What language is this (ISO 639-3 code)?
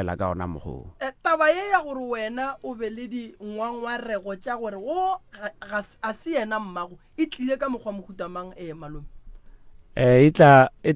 nso